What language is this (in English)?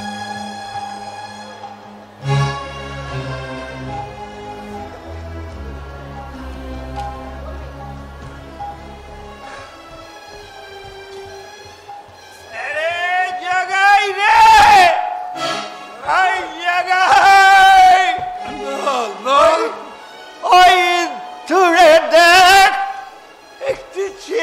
Bangla